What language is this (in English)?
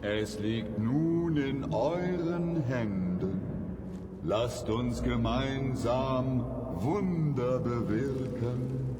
Bavarian